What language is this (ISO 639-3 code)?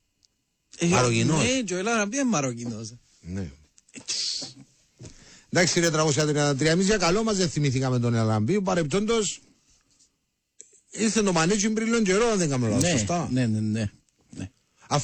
ell